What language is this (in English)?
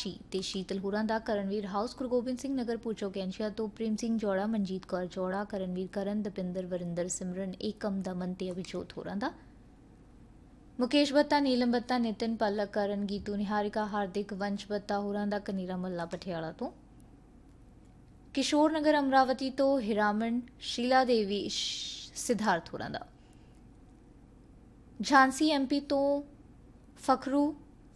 Punjabi